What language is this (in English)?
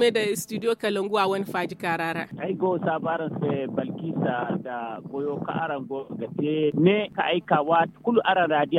Zarma